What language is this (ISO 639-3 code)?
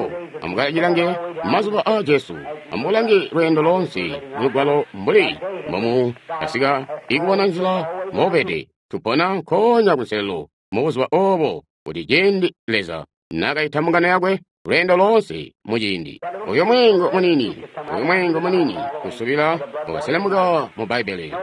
toi